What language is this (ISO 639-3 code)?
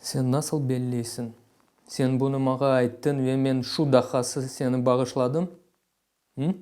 crh